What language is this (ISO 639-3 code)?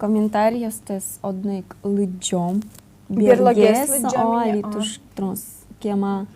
udm